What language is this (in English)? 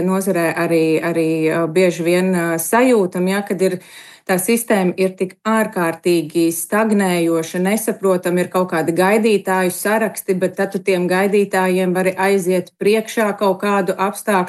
Latvian